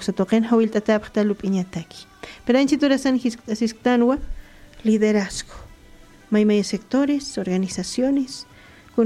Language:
Aymara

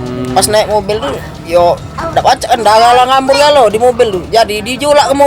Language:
Musi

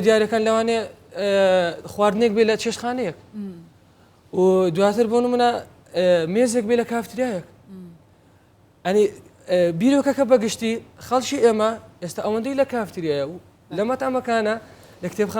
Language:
Central Kurdish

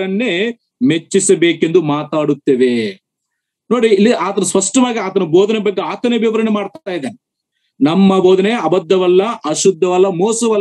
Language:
Kannada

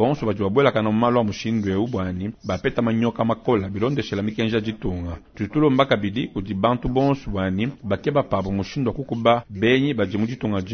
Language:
Luba-Lulua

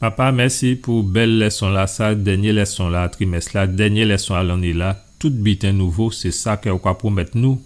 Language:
Guadeloupean Creole French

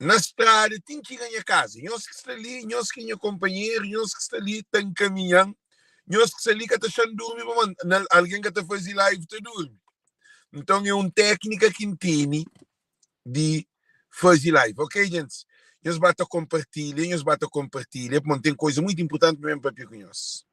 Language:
Kabuverdianu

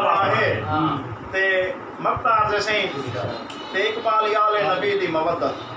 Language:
Saraiki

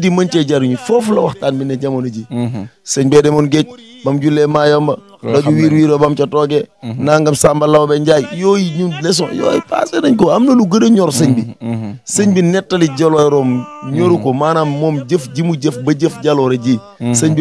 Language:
Wolof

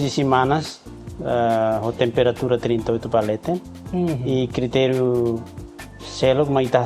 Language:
Tetum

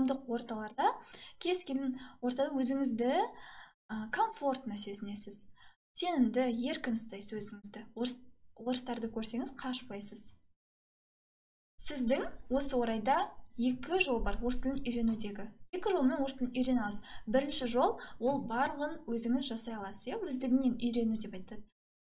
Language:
Kazakh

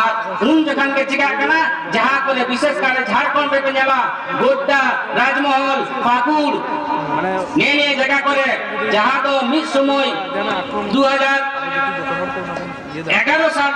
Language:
Santali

